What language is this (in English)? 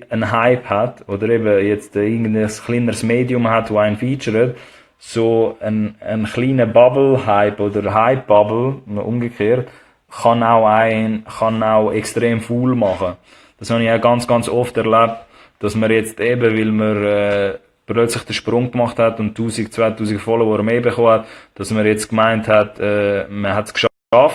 Swiss German